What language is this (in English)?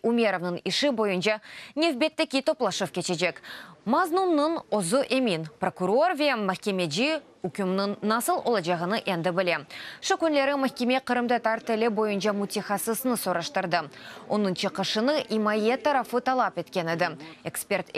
Crimean Tatar